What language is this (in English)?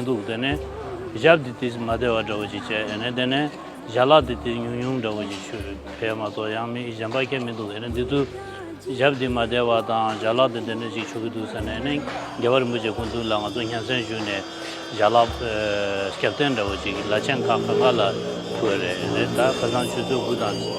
Tibetan